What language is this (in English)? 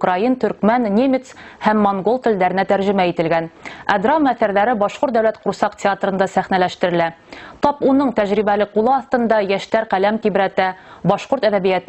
Bashkir